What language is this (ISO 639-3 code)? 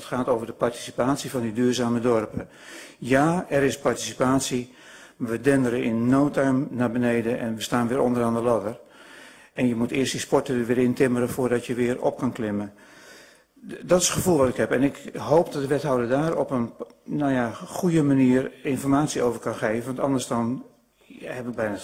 nld